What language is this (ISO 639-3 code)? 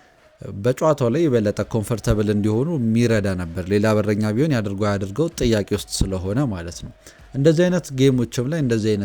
amh